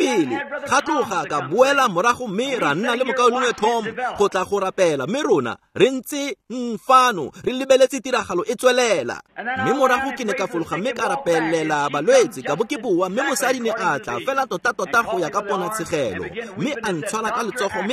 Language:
Tswana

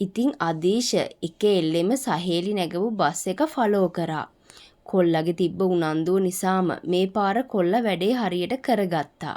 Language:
Sinhala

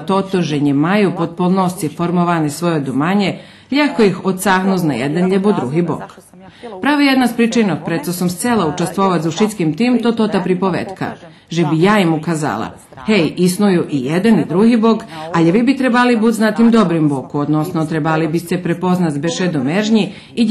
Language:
Rusyn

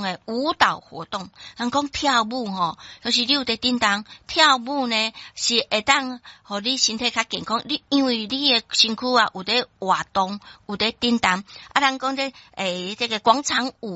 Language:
Min Nan Chinese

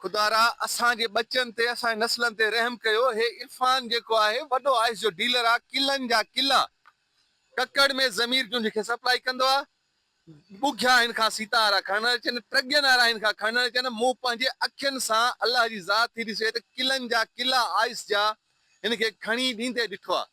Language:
Sindhi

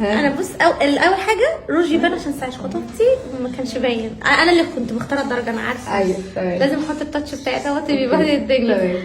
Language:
Egyptian Arabic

